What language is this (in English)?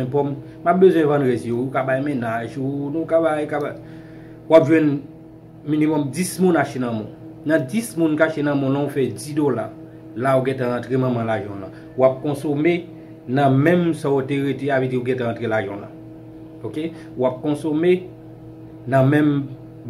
Haitian Creole